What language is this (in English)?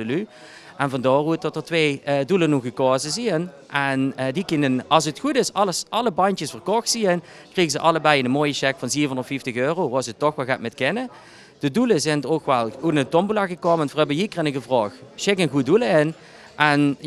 Limburgish